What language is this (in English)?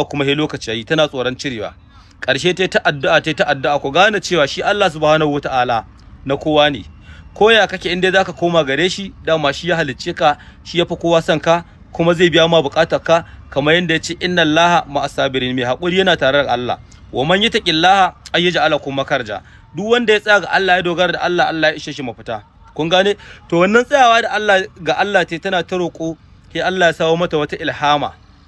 Hausa